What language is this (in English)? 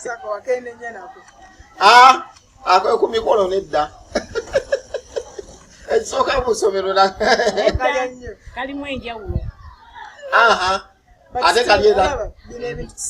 Ganda